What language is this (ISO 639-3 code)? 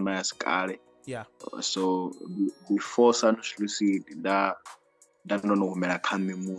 ven